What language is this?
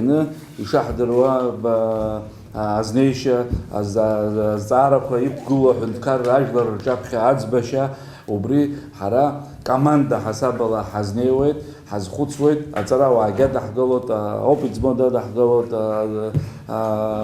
Abkhazian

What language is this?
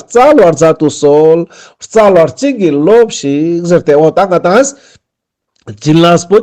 Ladakhi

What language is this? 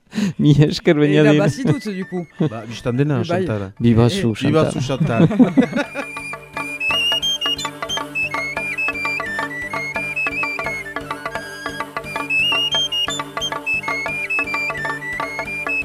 Basque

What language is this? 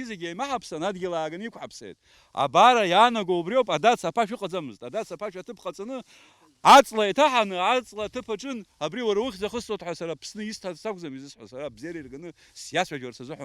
Abkhazian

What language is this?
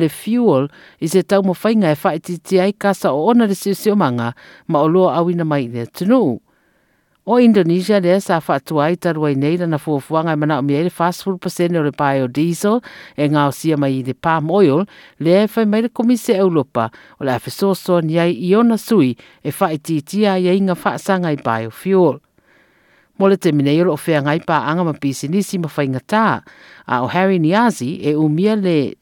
Samoan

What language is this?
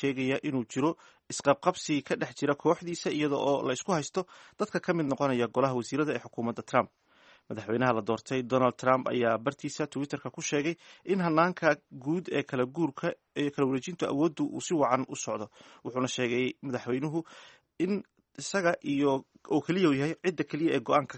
Somali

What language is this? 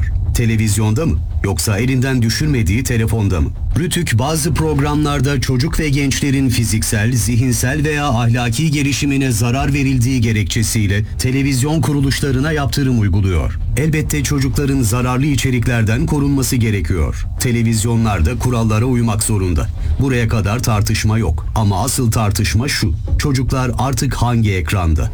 Turkish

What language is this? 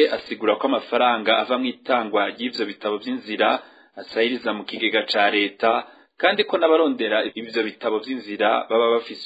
Rundi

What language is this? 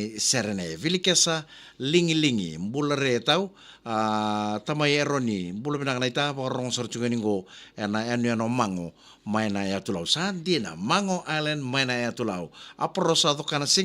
Fijian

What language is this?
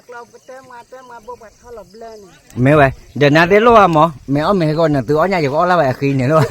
S'gaw Karen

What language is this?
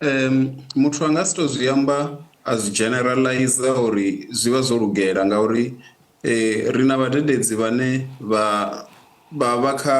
Venda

